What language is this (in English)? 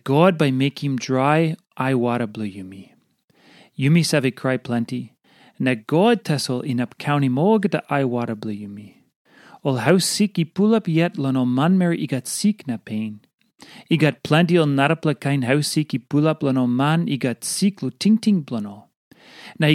Tok Pisin